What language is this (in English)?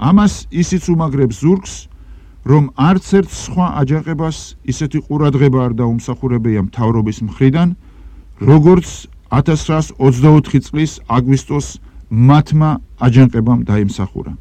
Georgian